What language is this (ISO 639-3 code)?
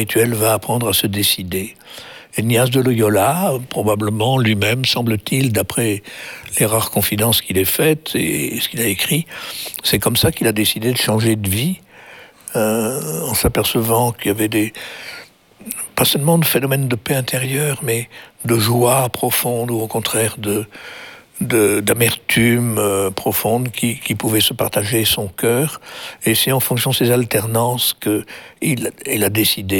fra